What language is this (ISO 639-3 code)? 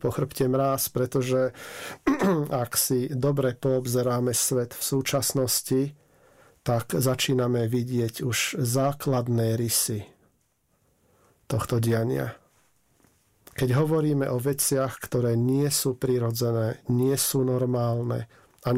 slk